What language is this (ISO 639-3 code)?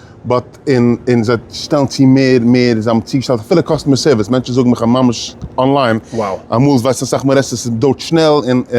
yid